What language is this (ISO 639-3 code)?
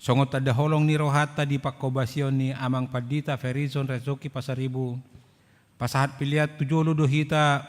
bbc